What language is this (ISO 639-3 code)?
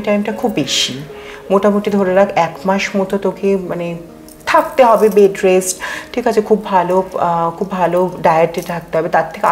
ben